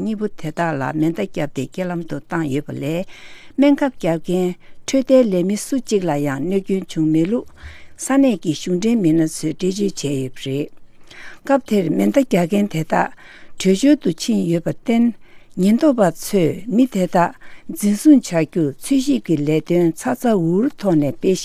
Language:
Tibetan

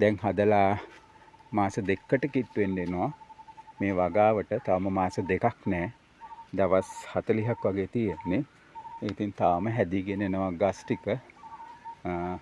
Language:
Sinhala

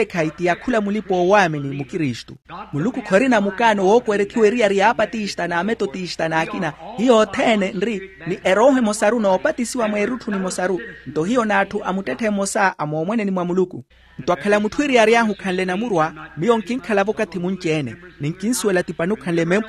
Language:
Makhuwa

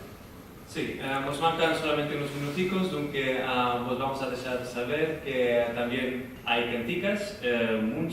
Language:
Ladino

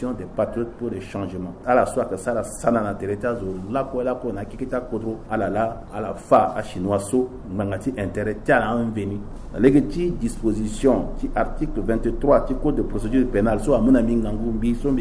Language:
Sango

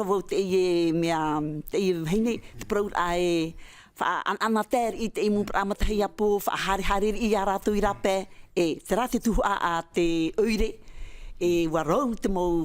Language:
Tahitian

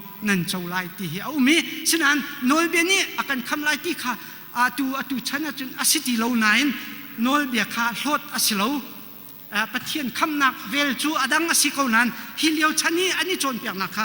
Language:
Hakha Chin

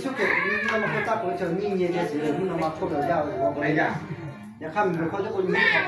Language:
Lahu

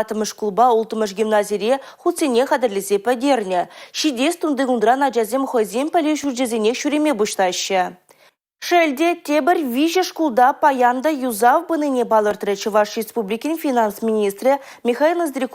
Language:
Chuvash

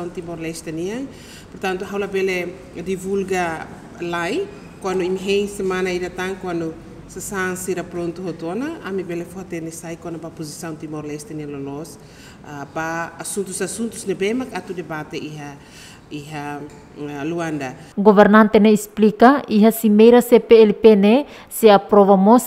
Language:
Tetum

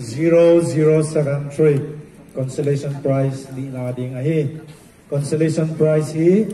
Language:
Paite Chin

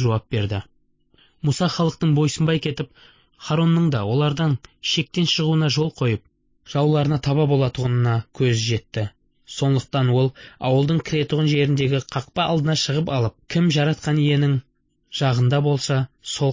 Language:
Kazakh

